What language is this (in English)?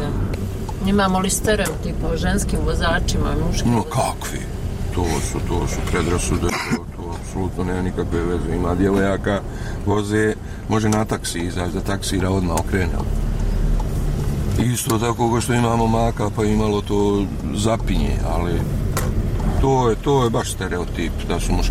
Croatian